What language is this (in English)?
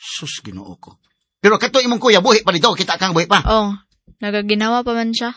Cebuano